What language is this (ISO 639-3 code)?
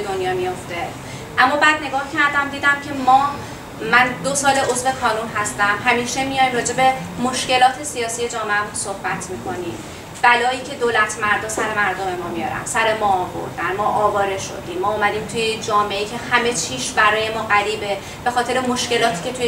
fas